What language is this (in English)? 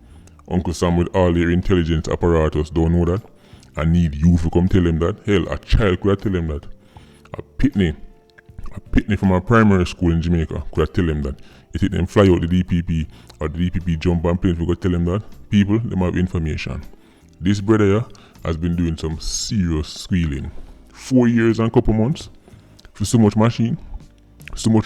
Jamaican Creole English